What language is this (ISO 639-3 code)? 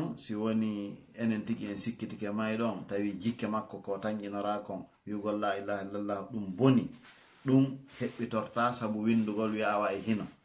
ful